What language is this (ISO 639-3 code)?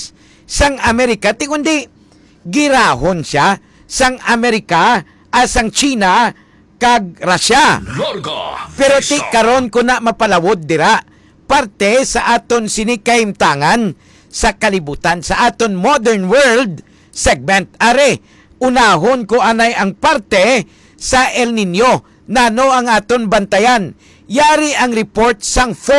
hil